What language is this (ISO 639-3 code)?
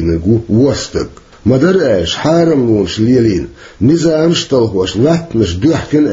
che